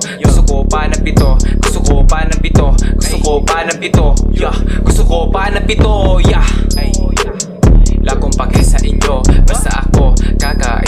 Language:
Filipino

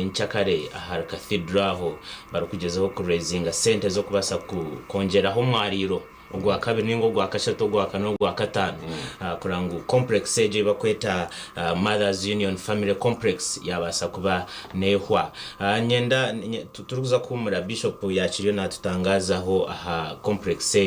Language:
Nyankole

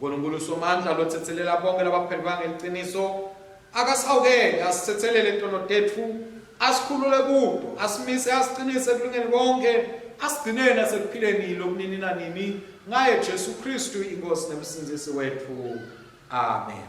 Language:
Swati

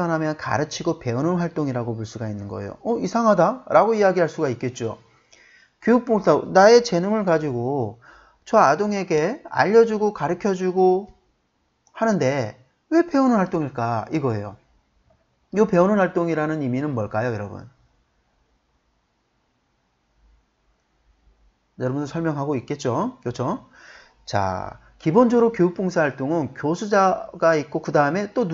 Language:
Korean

